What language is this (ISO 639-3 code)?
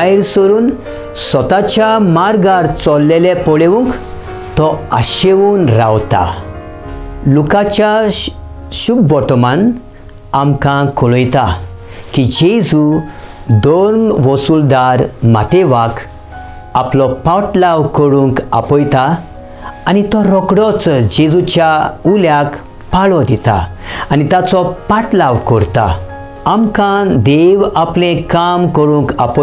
kok